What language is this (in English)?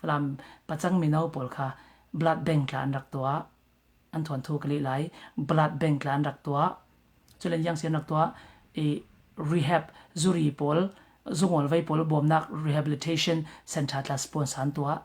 Falam Chin